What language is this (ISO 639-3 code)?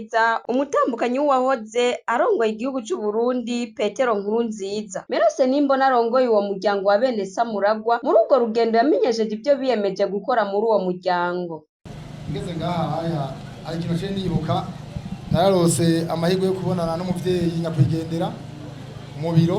run